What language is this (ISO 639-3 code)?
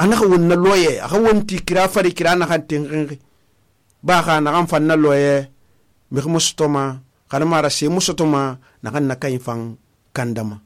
sus